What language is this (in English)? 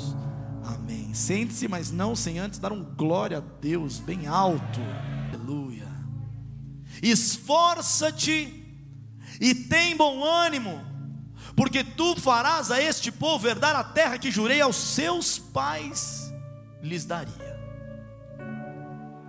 Portuguese